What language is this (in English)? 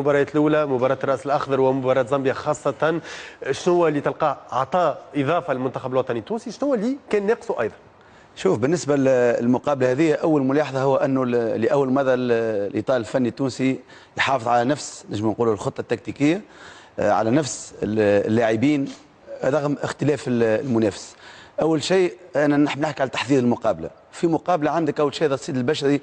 Tunisian Arabic